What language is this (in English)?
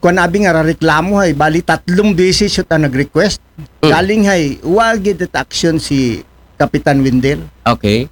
Aklanon